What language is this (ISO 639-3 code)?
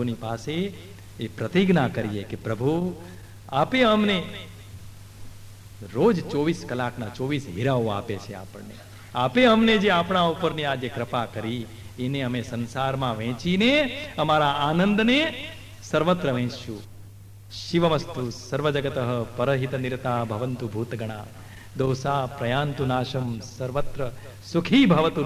guj